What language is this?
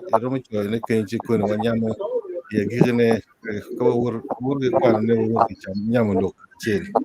Acoli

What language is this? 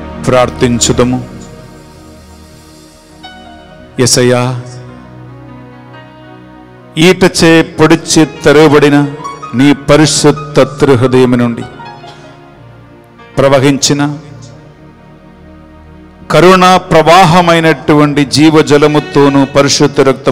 Telugu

